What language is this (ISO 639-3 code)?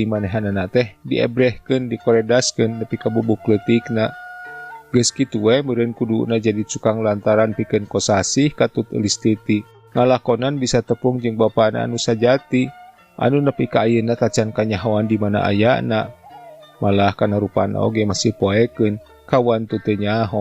sun